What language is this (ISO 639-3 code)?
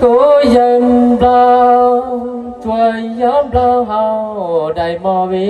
hmn